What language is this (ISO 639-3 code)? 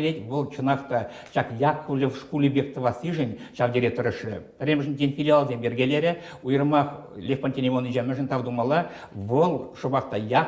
chv